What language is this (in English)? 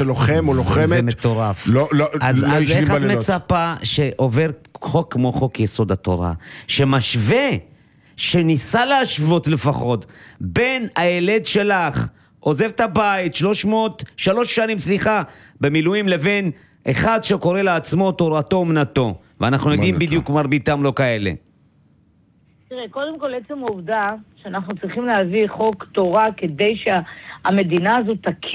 Hebrew